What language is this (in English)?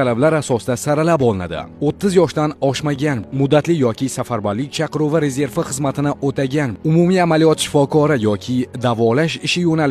Uzbek